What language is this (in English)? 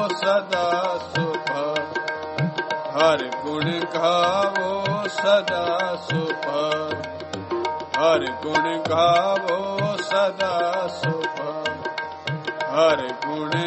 Punjabi